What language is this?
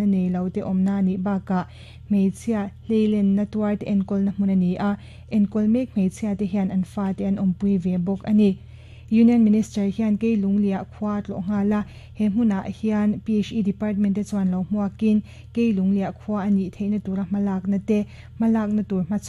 Mizo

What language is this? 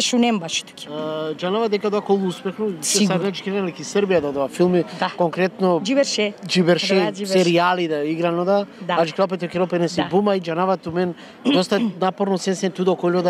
Macedonian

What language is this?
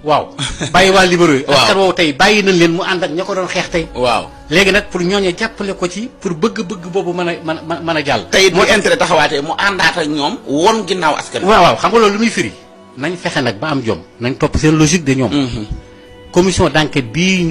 Wolof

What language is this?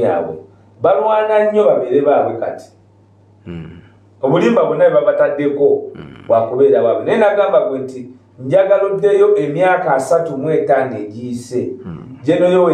Ganda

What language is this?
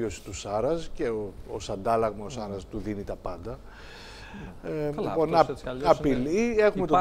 Greek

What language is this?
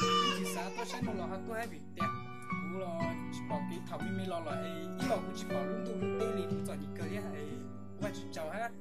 Hmong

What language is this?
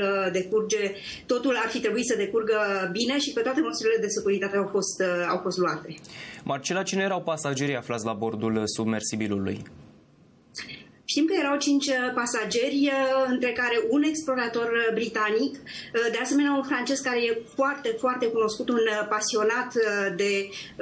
Romanian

